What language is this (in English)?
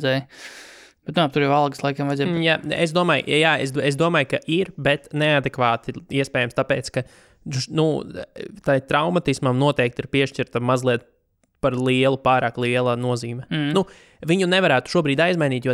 Latvian